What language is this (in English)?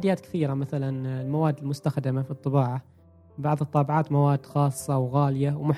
Gulf Arabic